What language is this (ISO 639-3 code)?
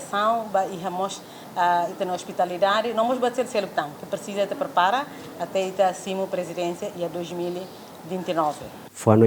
tet